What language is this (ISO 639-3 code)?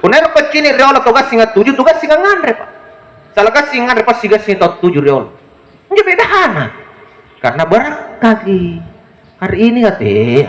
mak